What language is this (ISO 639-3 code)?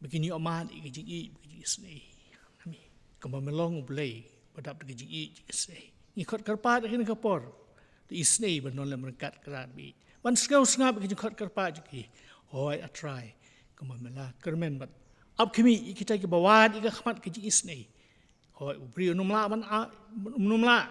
kha